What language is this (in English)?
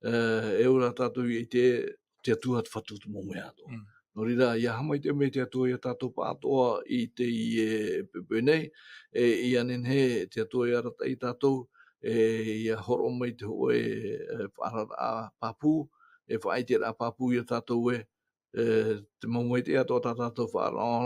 Tahitian